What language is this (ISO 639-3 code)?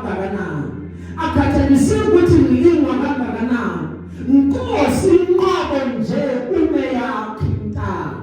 zul